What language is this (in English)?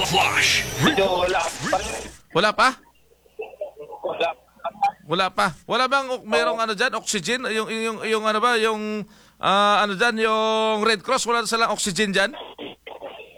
Filipino